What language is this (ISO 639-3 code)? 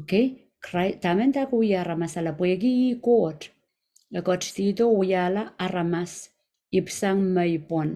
pon